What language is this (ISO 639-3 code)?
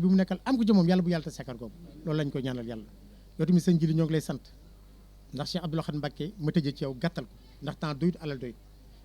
wol